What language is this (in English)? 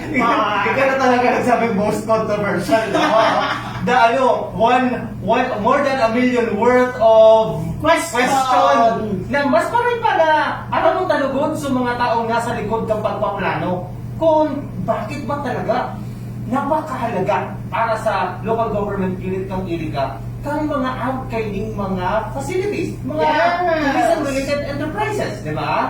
Bikol